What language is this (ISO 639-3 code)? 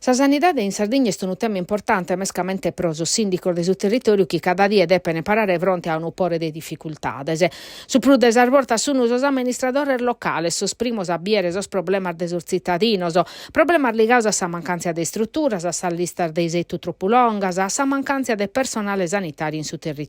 srd